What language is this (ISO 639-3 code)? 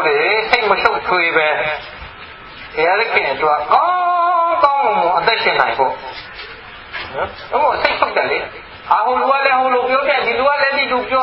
mya